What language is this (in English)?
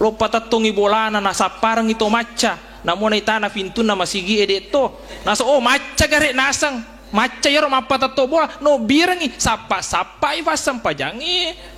Buginese